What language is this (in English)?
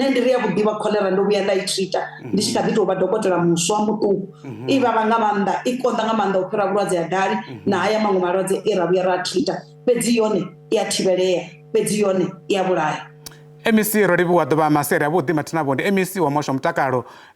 Venda